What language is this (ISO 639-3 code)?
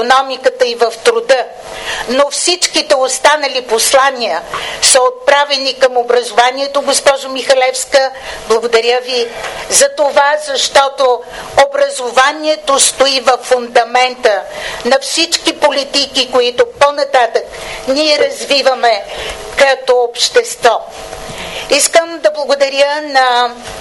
bul